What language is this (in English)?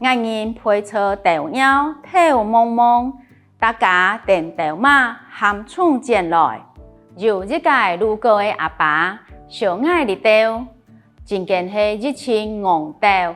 Hakka Chinese